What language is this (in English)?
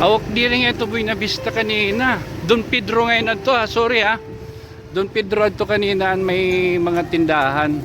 Waray